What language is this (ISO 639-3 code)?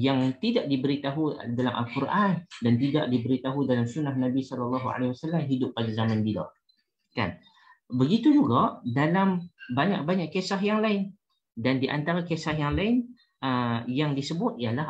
msa